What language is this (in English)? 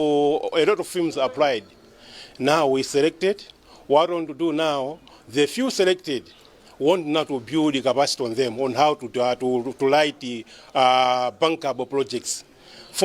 English